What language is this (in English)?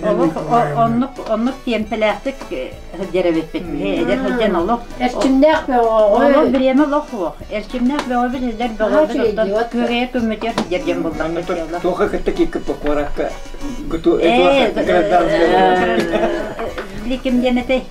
Yakut